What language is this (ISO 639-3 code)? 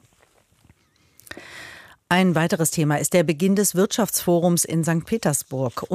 deu